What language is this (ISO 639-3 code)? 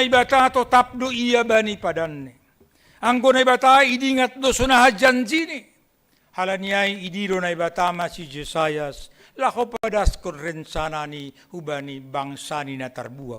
bts